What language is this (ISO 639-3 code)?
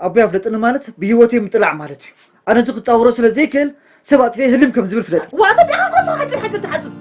tir